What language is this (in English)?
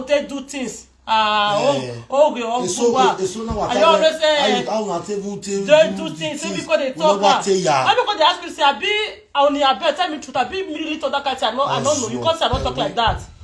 Nigerian Pidgin